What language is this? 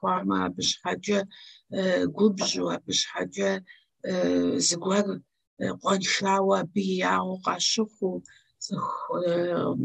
Kabardian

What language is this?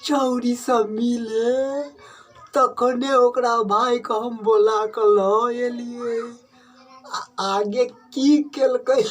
Maithili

